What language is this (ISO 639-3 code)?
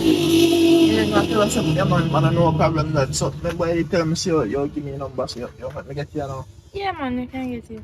jam